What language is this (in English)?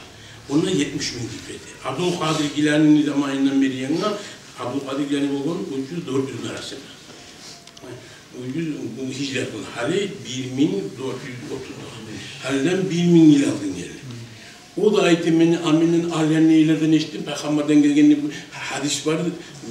Kumyk